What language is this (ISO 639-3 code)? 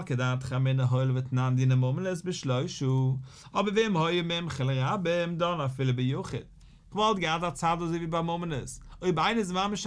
yid